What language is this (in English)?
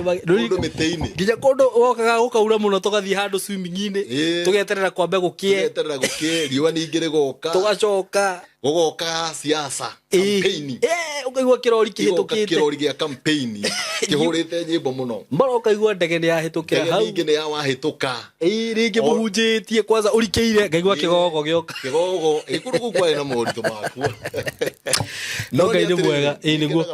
Kikuyu